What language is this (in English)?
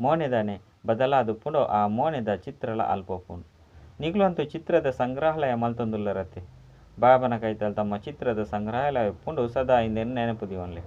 Tulu